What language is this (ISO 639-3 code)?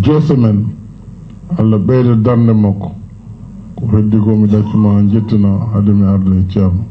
ful